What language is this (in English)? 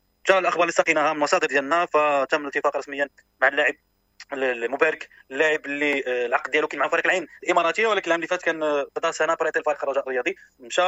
Moroccan Arabic